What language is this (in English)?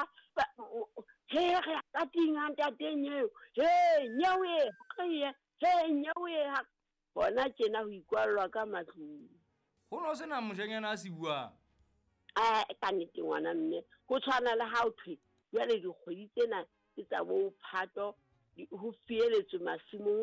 Southern Sotho